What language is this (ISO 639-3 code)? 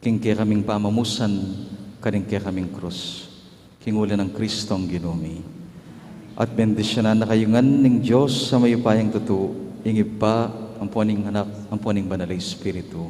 pam